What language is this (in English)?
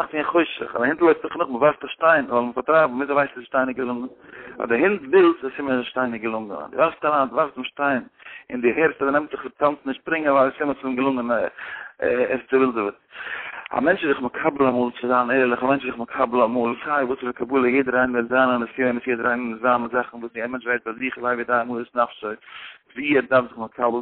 Yiddish